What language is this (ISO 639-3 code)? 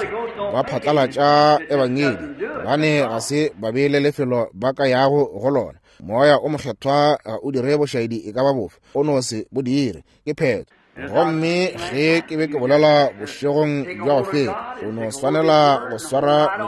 nso